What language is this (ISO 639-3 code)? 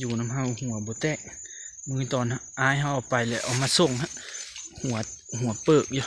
lao